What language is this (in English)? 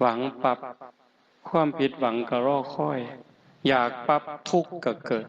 Northeastern Thai